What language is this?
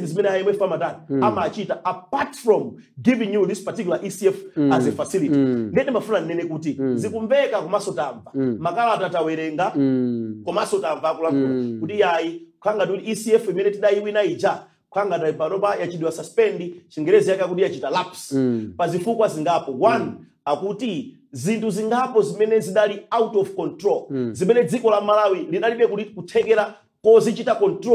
Nyanja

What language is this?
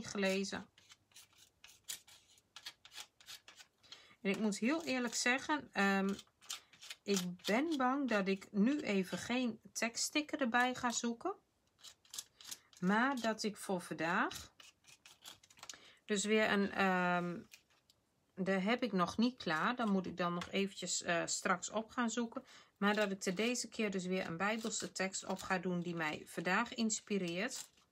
Dutch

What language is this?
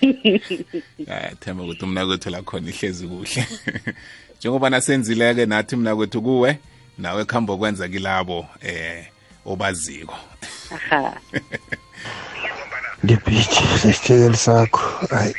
South Ndebele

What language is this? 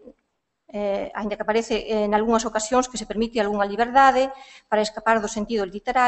Galician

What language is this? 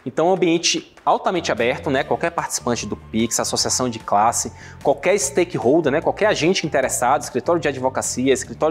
Portuguese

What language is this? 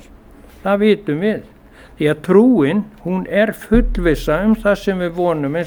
Icelandic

